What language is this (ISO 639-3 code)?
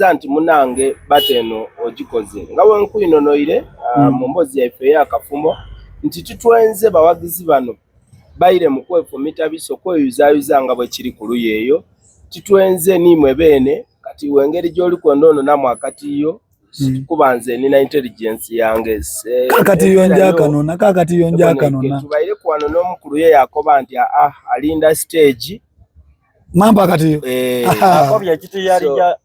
xog